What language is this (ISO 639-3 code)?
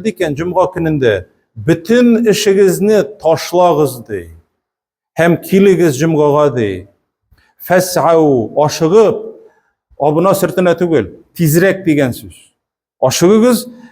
tat